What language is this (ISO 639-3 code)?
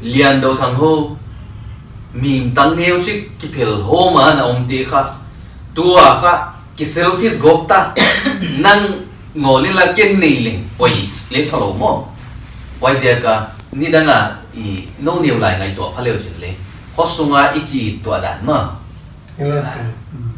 pck